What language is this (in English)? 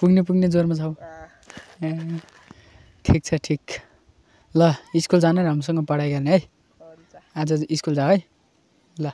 Nepali